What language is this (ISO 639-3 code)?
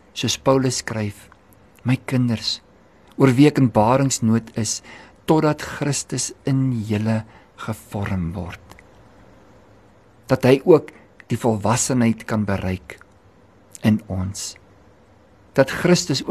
afr